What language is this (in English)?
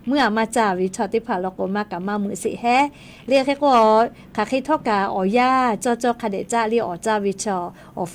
Lahu